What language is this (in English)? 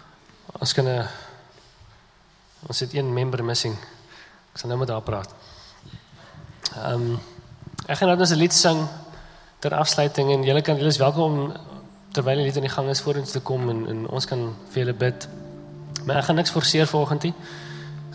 Afrikaans